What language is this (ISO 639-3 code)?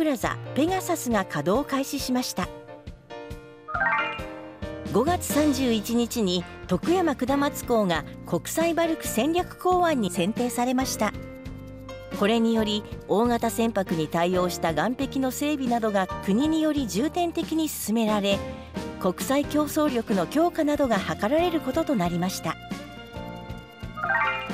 jpn